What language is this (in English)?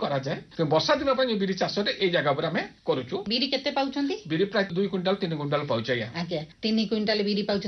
Odia